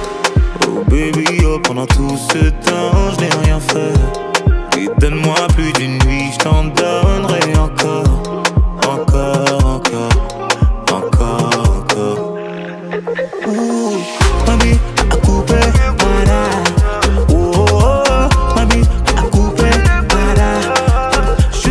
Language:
French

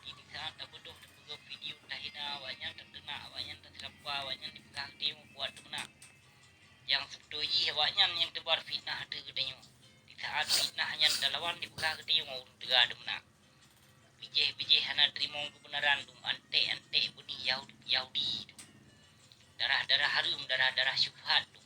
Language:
Achinese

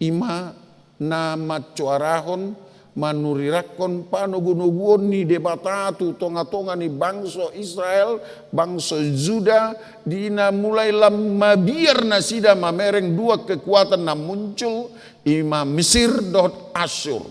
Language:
Batak Toba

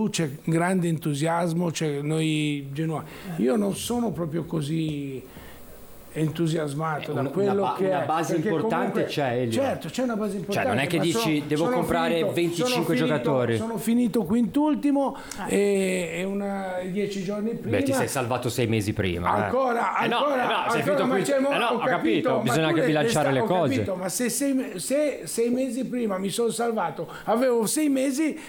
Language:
Italian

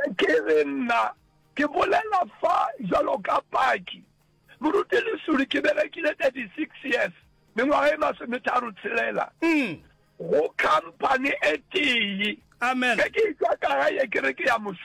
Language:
Northern Sotho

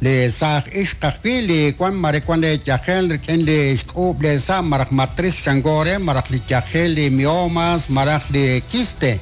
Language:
Kekchí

